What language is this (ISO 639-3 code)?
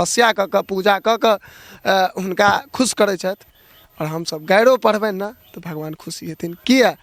mai